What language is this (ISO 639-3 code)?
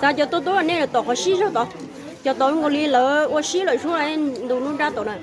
hmn